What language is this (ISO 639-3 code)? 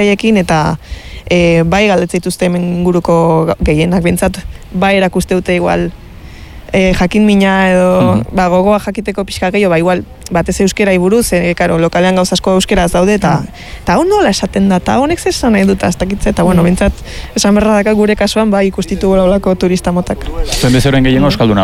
eus